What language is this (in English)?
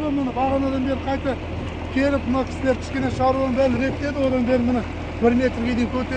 Kazakh